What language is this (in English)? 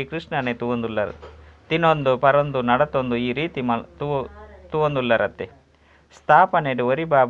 Tulu